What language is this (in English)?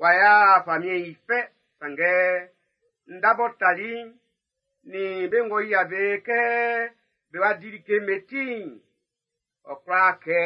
Baoulé